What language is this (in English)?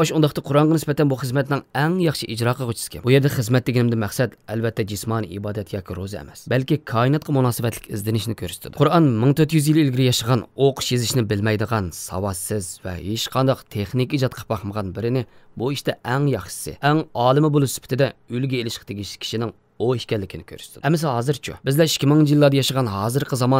Uyghur